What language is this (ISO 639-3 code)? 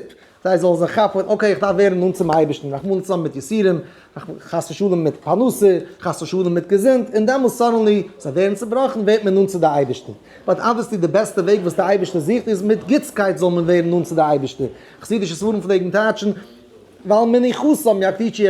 yid